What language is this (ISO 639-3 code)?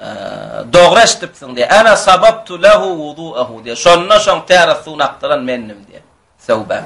tuk